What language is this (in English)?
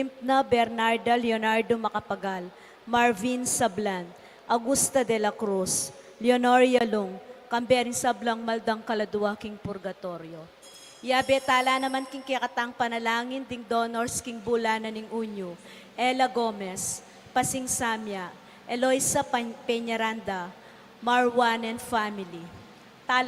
Pampanga